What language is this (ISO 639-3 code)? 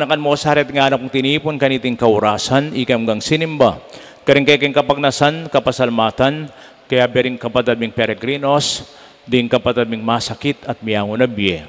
pam